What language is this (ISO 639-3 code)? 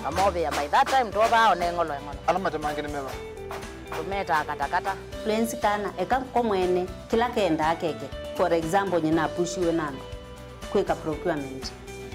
kam